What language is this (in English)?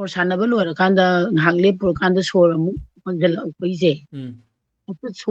Manipuri